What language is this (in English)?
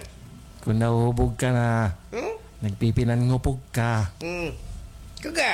Waray